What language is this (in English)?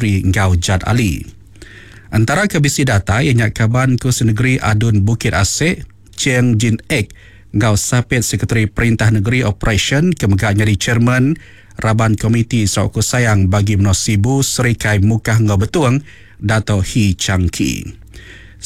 Iban